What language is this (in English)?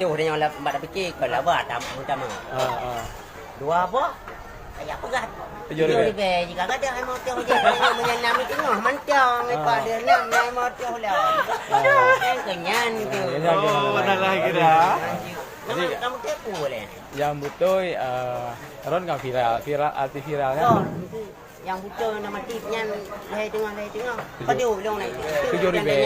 Achinese